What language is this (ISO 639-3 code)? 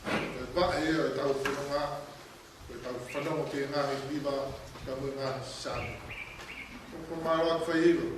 ton